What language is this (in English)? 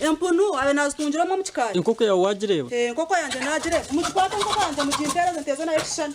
Nyankole